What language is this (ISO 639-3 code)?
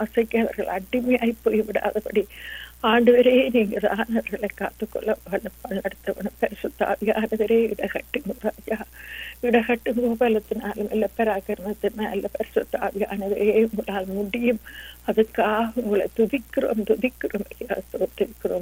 tam